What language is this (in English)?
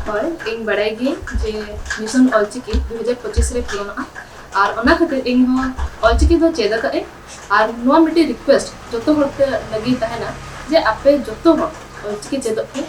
Santali